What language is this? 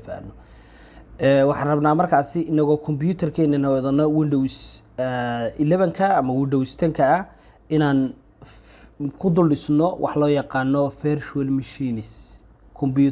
Somali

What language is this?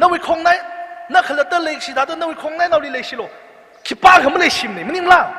Tangkhul Naga (India)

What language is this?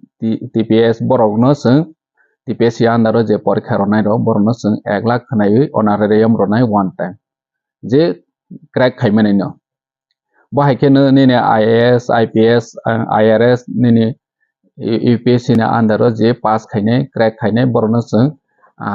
Kok Borok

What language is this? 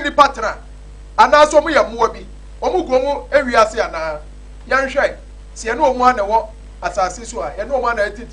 Akan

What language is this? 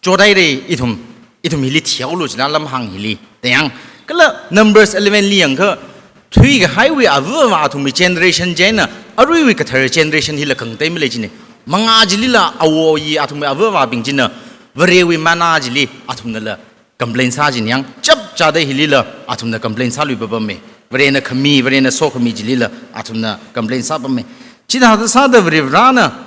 Tangkhul Naga (India)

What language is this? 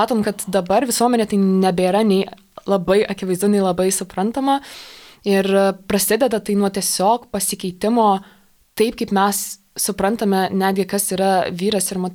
Lithuanian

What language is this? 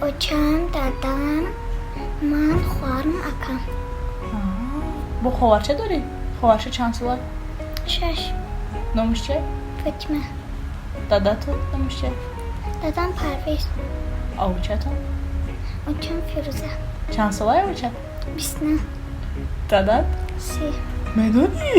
Tajik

